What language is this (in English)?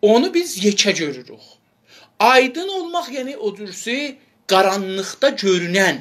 South Azerbaijani